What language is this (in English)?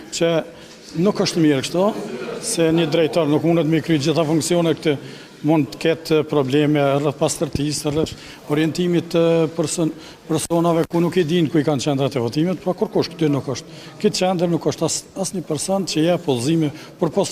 Albanian